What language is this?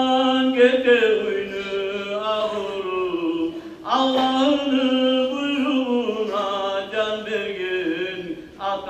Kumyk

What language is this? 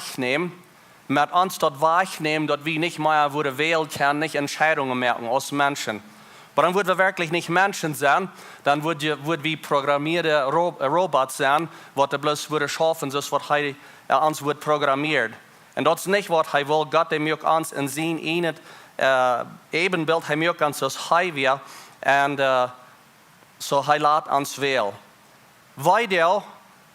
Plautdietsch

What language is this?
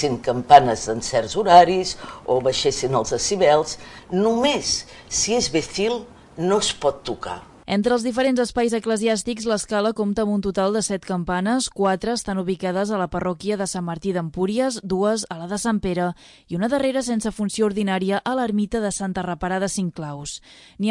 Catalan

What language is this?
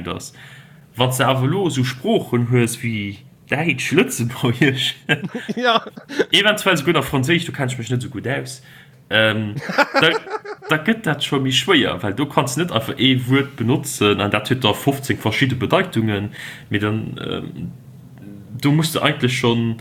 Luxembourgish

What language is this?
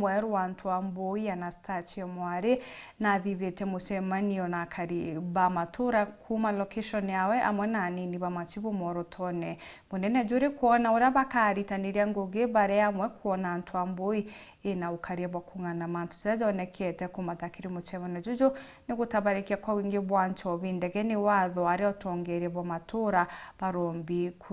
Meru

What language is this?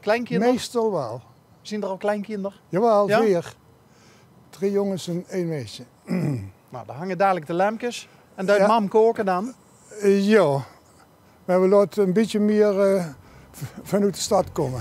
Limburgish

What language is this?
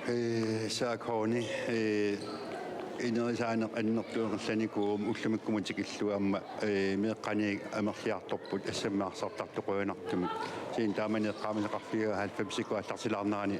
Kalaallisut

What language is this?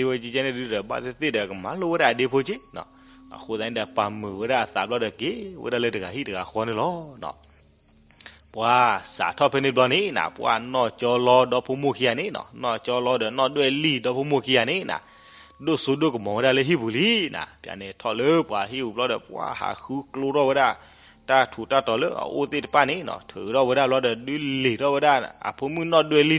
S'gaw Karen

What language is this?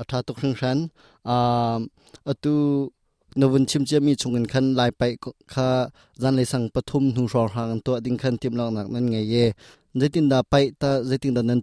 Hakha Chin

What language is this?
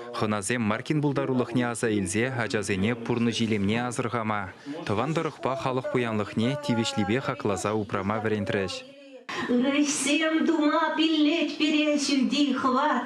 Chuvash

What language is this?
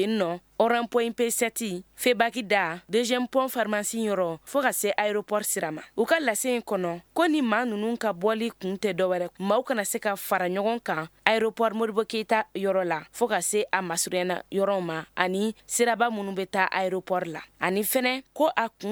Bambara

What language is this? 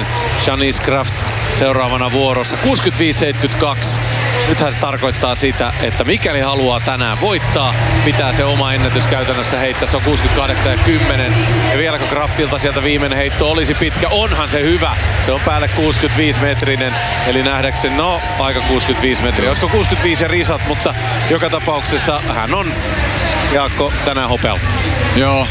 Finnish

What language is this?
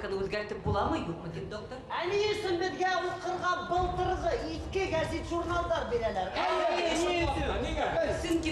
Bashkir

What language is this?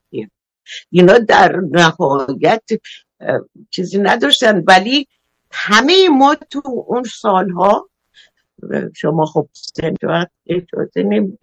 Persian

